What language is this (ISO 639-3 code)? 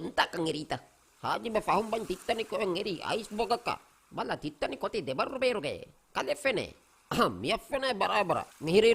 div